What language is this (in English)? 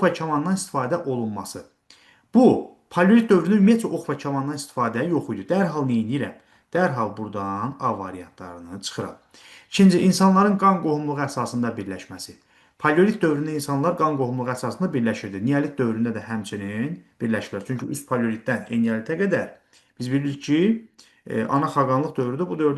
Azerbaijani